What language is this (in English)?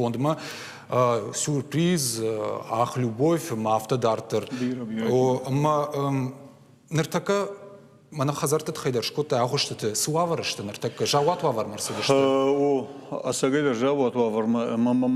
Ossetic